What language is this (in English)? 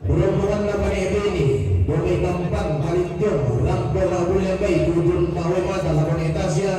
Toraja-Sa'dan